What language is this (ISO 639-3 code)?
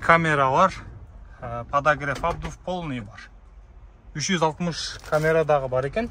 kir